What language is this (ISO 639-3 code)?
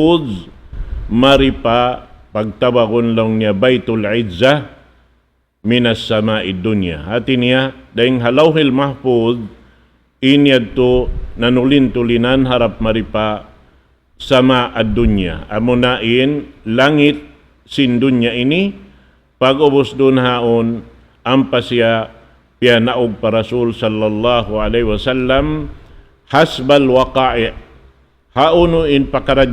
tsg